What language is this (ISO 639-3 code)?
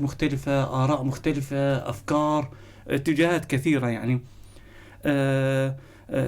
apc